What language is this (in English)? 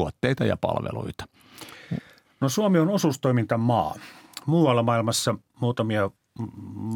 Finnish